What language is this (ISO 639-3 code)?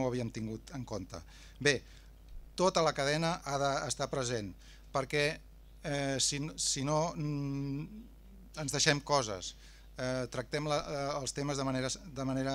cat